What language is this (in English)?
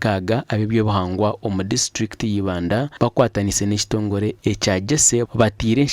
Nyankole